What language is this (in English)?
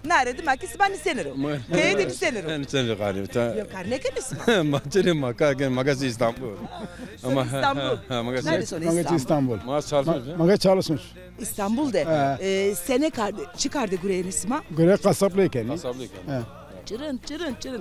Zaza